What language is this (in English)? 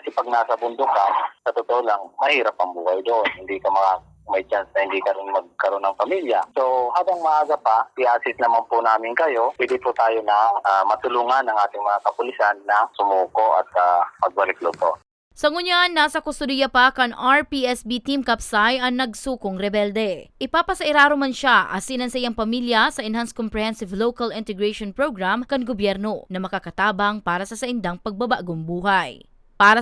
Bikol